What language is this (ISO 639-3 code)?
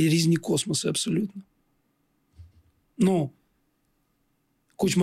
ukr